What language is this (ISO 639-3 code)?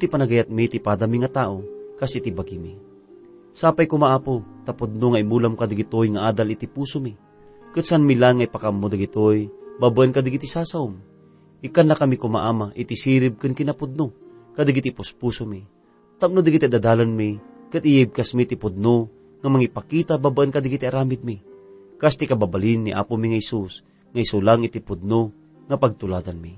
ilo